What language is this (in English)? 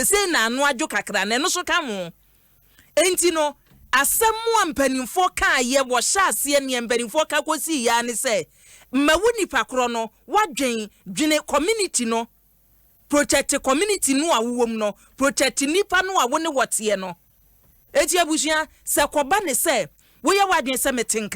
Akan